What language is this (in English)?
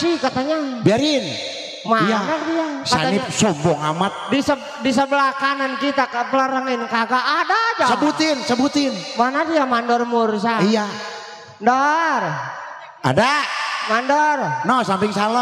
Betawi